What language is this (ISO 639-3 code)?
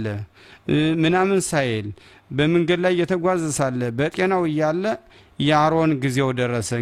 amh